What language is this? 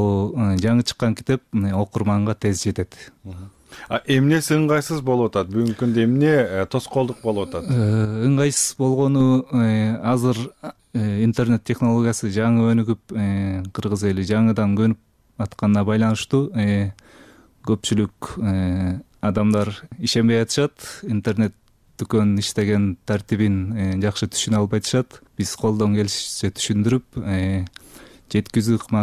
Kyrgyz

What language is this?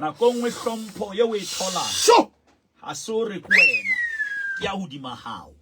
Southern Sotho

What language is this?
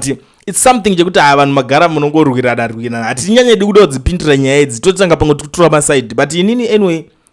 Shona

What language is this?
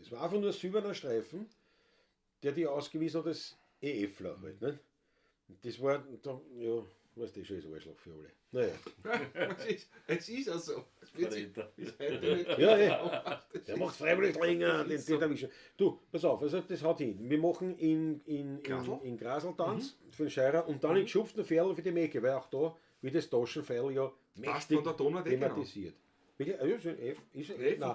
Bavarian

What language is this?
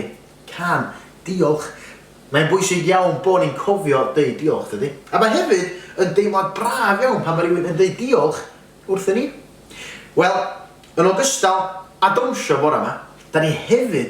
Welsh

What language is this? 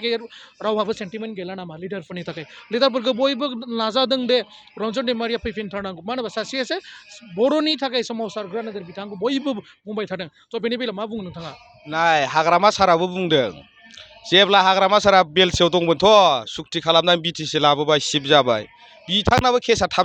Bodo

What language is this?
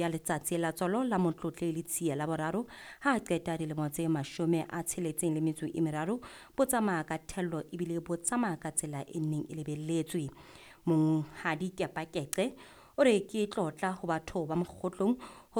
Southern Sotho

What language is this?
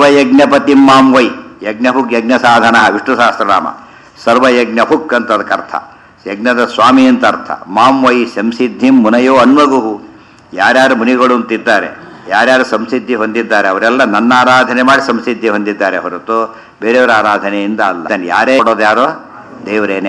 Kannada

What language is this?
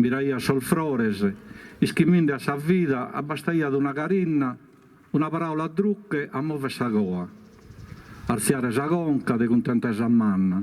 Sardinian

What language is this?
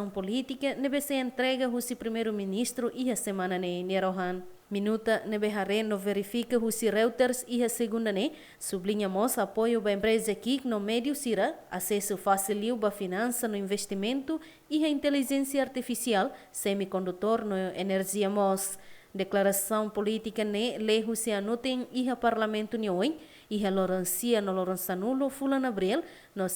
Tetum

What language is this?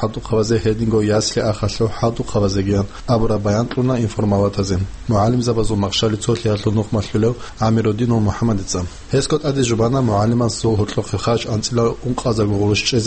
Avaric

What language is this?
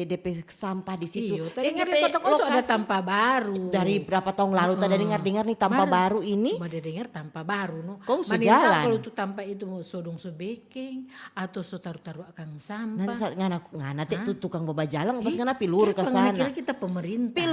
Manado Malay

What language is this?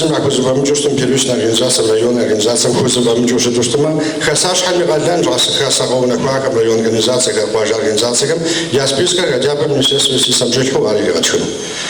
Kabardian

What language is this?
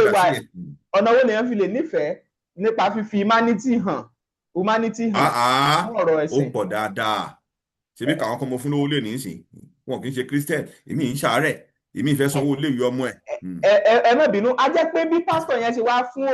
Yoruba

